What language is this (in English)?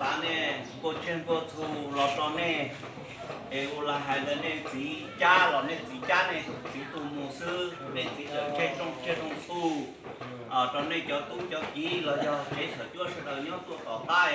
Hmong